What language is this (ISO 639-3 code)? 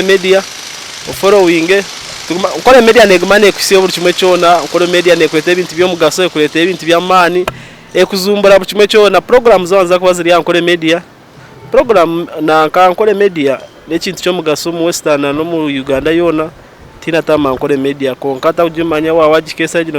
nyn